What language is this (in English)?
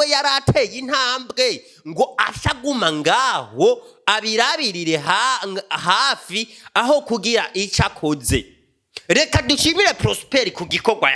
Rundi